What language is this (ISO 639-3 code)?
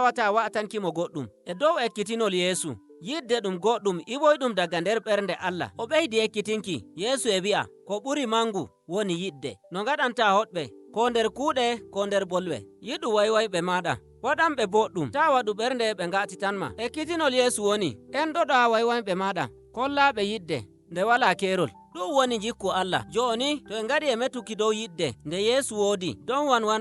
fuv